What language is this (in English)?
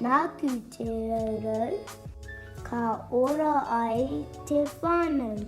Māori